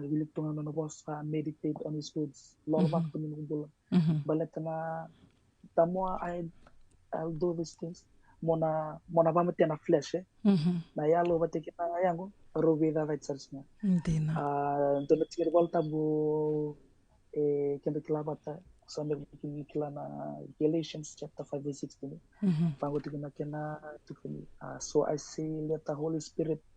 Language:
Fijian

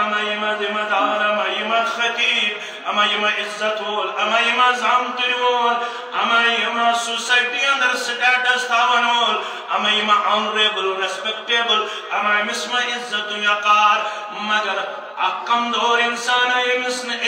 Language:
Kashmiri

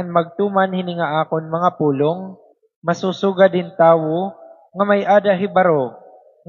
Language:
Waray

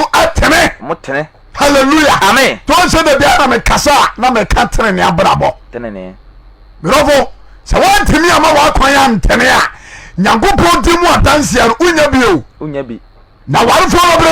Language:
Akan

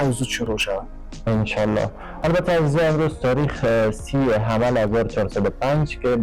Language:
Persian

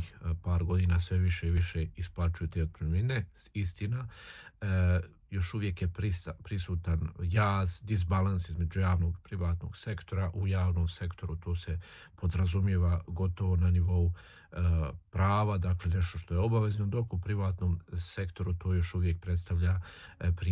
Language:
Bosnian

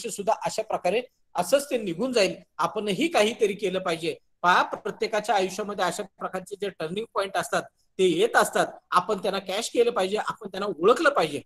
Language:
Marathi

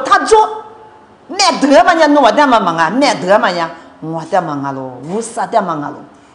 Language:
Lisu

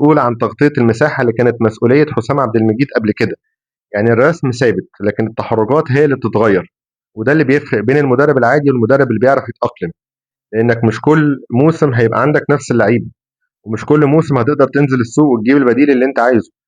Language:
Egyptian Arabic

